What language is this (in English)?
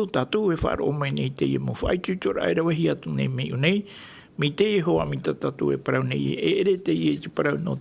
Tahitian